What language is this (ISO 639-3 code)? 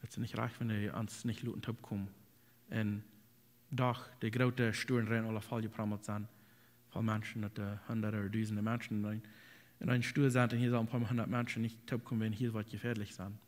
pdt